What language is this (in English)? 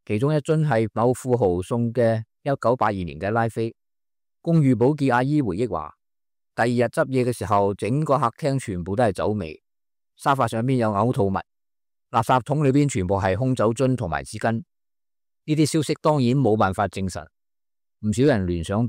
Cantonese